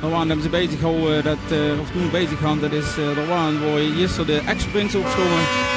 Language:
Limburgish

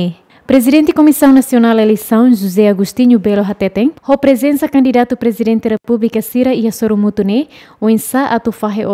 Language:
Tetum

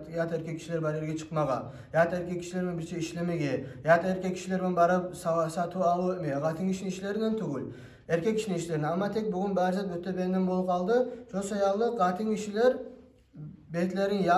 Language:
Kumyk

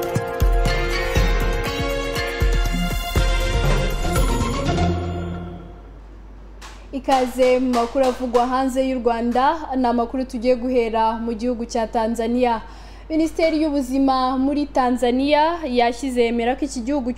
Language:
Kinyarwanda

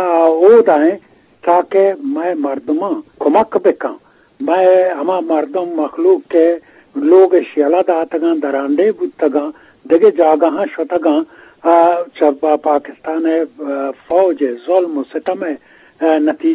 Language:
Eastern Balochi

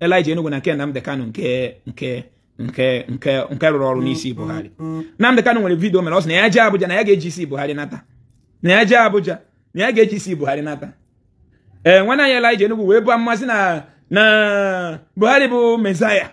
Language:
Igbo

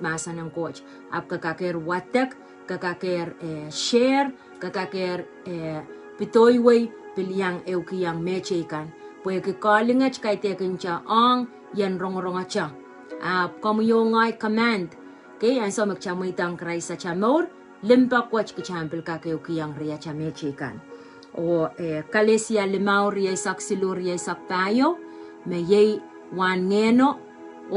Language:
Pohnpeian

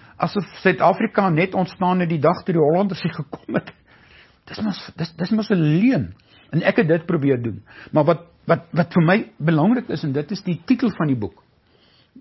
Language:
Afrikaans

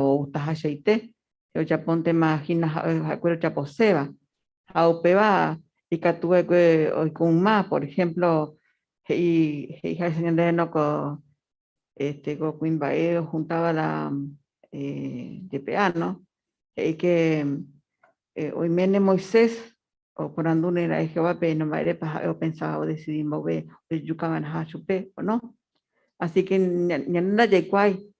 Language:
Guarani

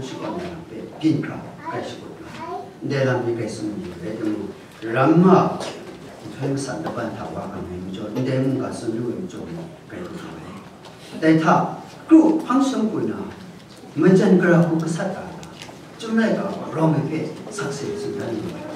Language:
Kachin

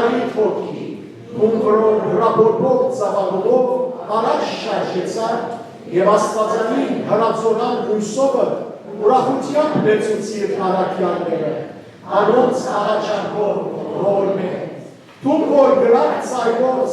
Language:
Western Armenian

